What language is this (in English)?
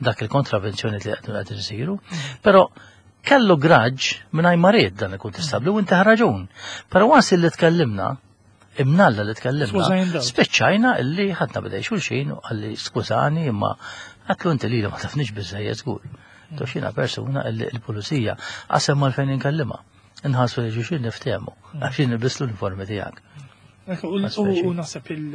Maltese